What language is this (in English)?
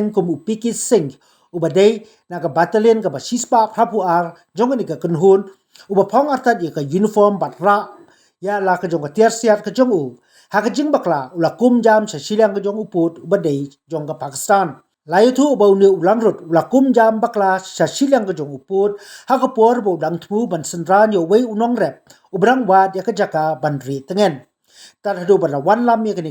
Khasi